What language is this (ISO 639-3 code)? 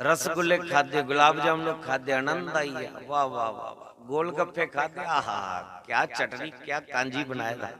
doi